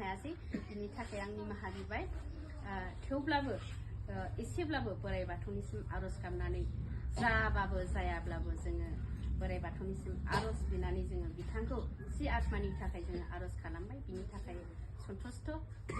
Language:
Bodo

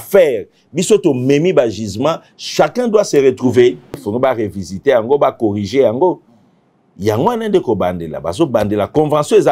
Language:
Lingala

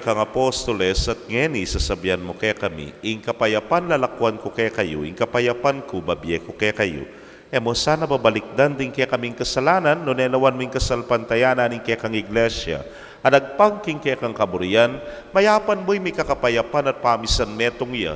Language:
Pampanga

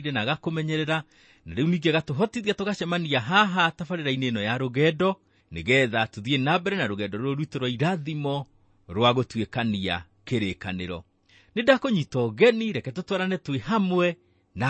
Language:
Kikuyu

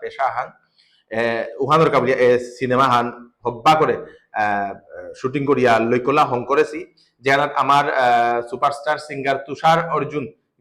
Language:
Bishnupriya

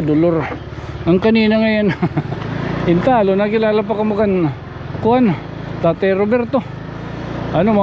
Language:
Waray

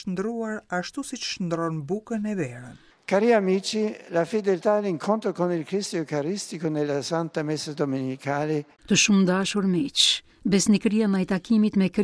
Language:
Albanian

